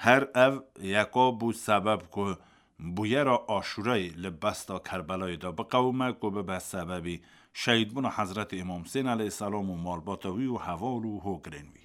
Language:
Kurdish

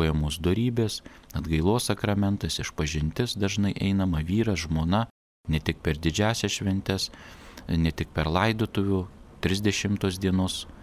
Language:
Lithuanian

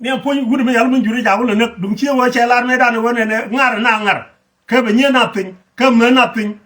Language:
Nuer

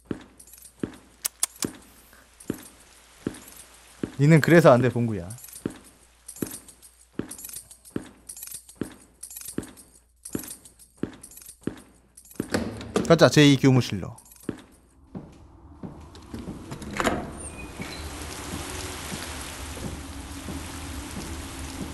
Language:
Korean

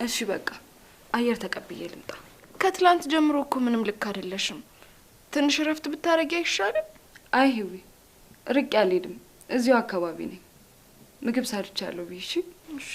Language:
Amharic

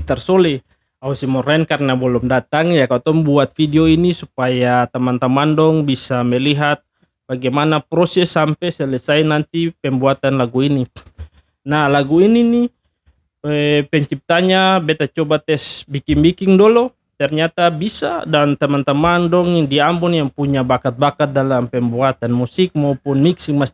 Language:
Ambonese Malay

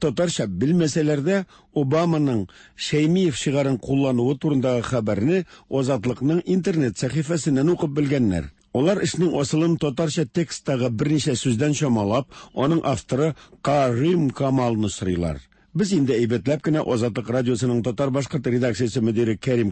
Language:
Tatar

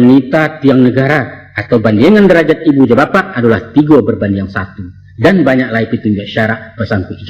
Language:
Minangkabau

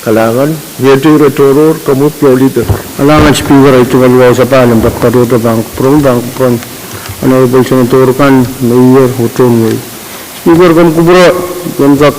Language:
Pohnpeian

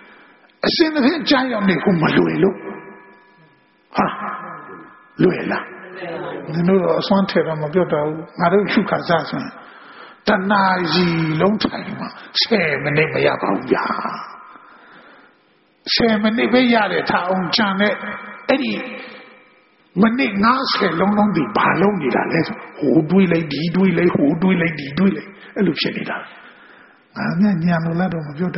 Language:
Burmese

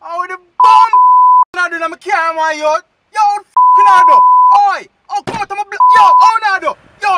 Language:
Jamaican Creole English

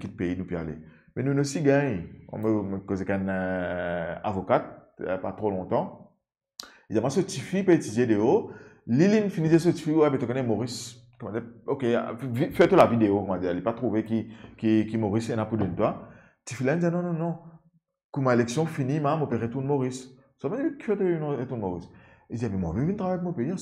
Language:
Morisyen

